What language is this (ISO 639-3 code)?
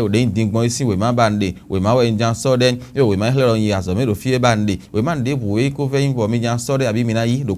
fon